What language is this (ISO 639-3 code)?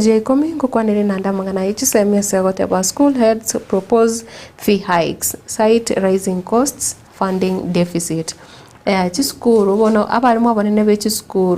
guz